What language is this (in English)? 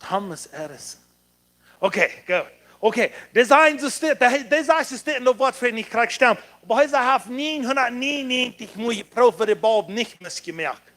Plautdietsch